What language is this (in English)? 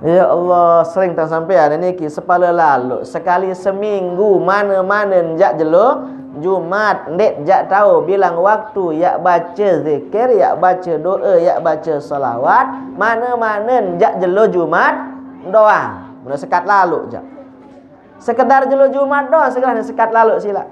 Sasak